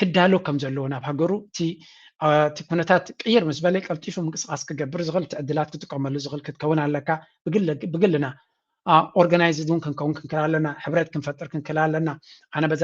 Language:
Tigrinya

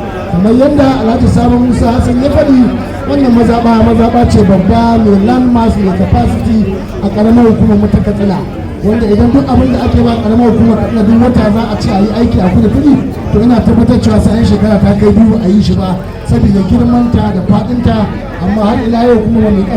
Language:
Hausa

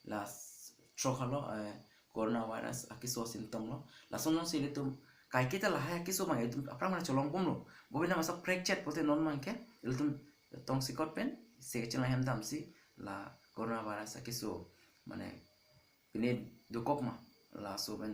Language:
Karbi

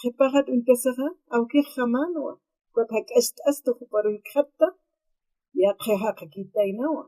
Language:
Aymara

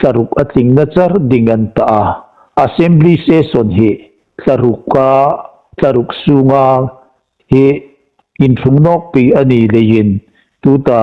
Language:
Hmar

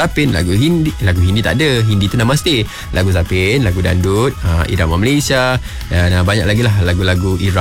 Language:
Malay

